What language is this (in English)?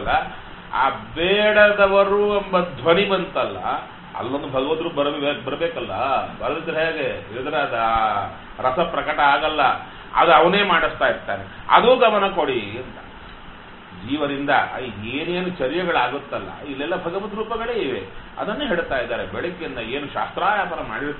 Kannada